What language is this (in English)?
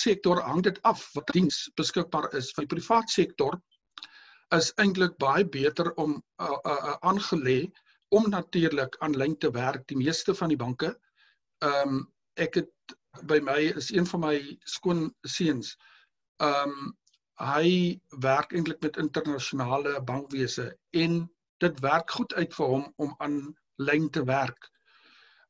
Afrikaans